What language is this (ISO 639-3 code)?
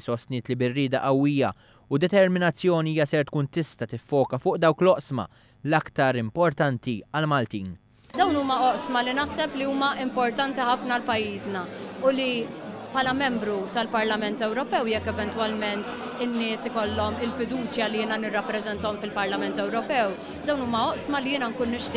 mlt